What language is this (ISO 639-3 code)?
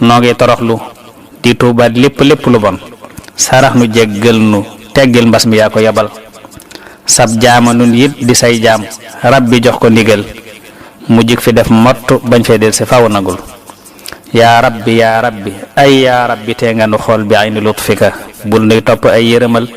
wol